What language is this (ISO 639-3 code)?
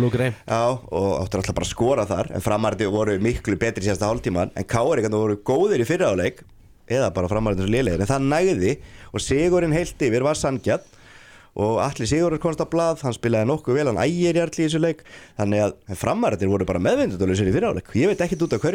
isl